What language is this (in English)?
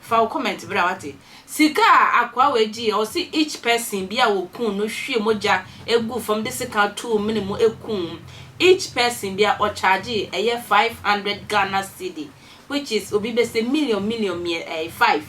Akan